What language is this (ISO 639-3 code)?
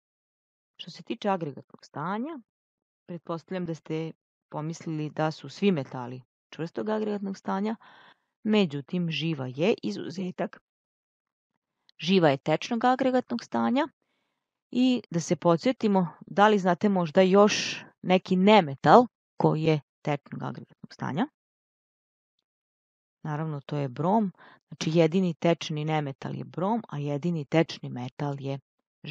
srp